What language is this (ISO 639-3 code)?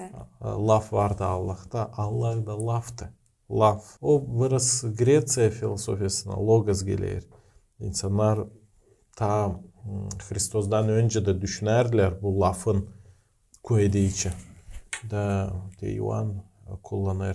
gag